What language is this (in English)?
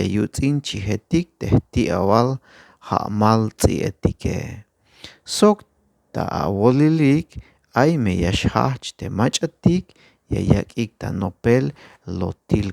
Tzeltal